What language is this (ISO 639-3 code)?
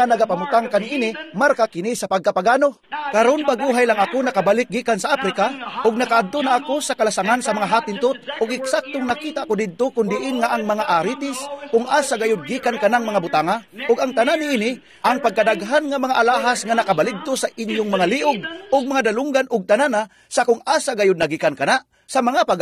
ceb